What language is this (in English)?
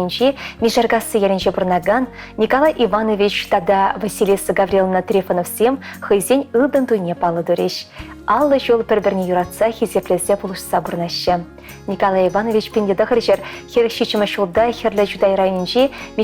Chuvash